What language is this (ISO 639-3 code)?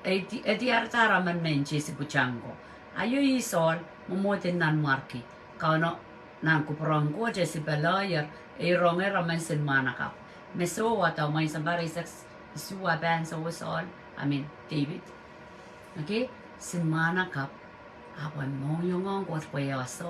pon